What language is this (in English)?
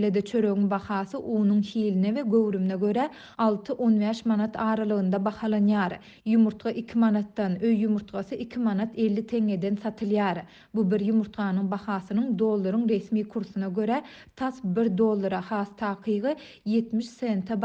Turkmen